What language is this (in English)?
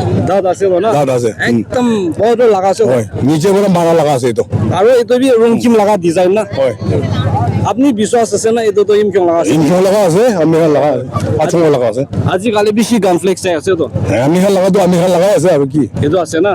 Naga Pidgin